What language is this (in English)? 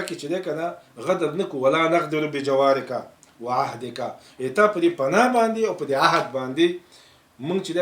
Pashto